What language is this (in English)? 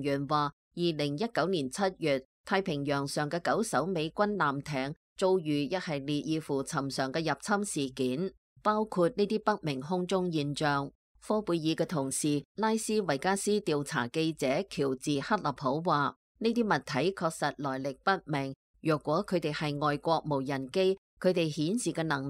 Cantonese